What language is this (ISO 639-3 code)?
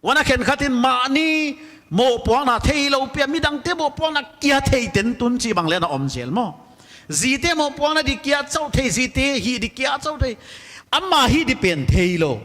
pck